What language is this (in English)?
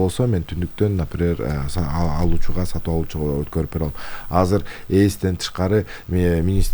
Kyrgyz